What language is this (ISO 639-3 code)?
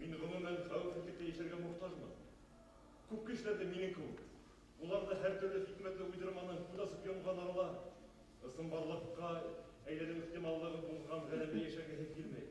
bak